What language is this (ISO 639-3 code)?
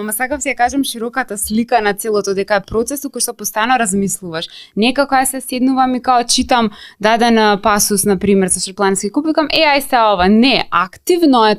mkd